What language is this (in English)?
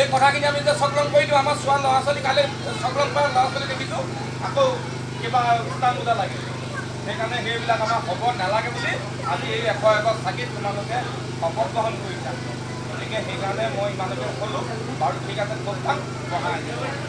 Assamese